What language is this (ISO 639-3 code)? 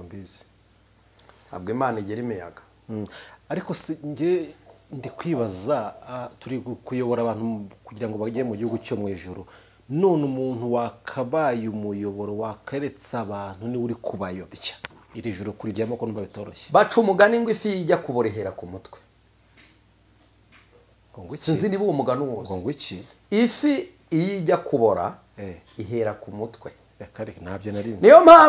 kin